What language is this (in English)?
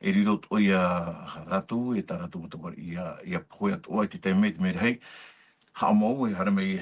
Tahitian